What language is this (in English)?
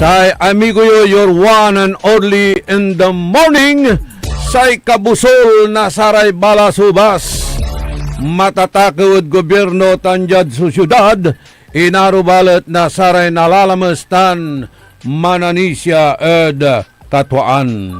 Pangasinan